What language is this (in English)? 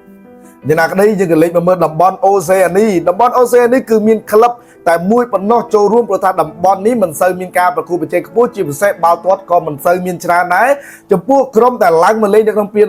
Khmer